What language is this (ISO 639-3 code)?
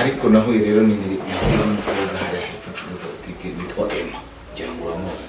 kin